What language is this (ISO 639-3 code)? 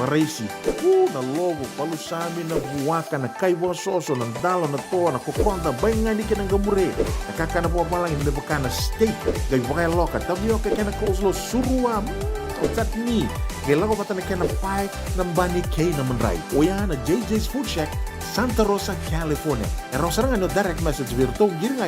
fij